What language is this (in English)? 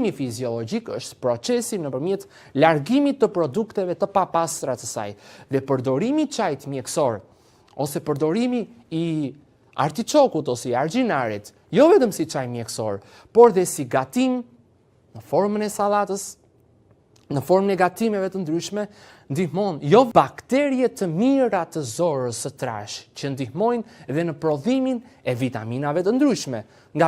Albanian